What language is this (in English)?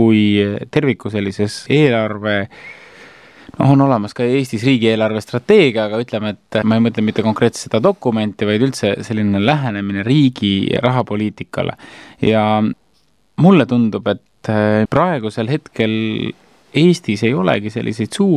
Estonian